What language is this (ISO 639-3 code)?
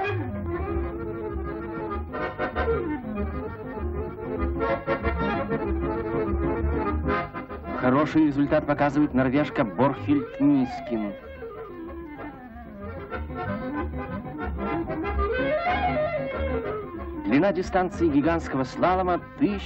rus